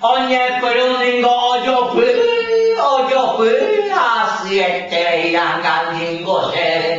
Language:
Guarani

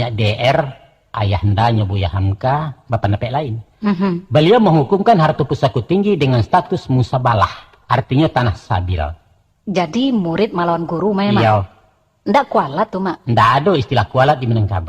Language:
Minangkabau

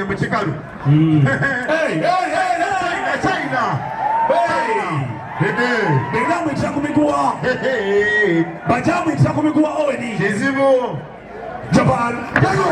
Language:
Soga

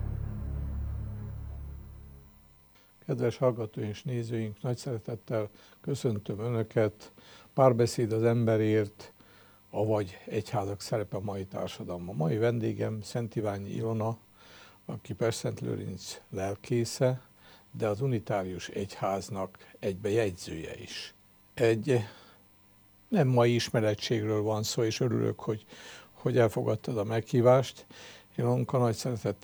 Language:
Hungarian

